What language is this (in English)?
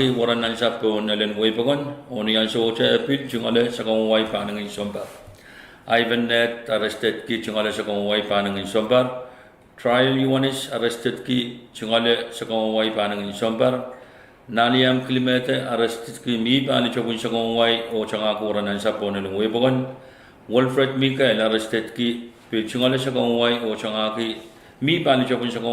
Pohnpeian